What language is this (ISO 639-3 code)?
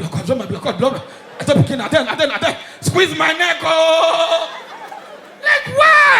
pcm